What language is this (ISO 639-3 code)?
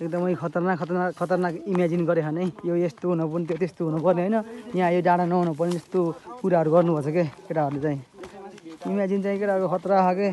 nep